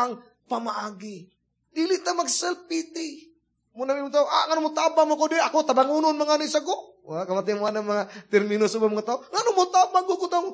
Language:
Cebuano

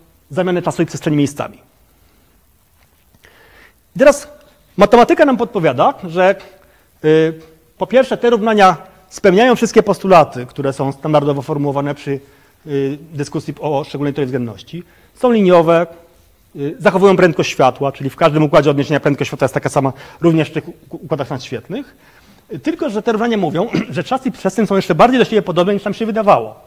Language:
Polish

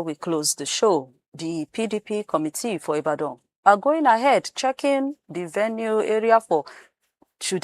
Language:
Nigerian Pidgin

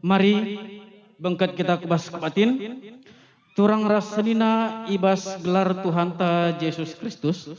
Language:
Batak Karo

